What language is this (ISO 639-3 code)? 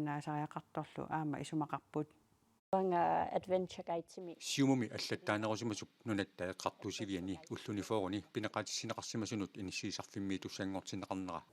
kal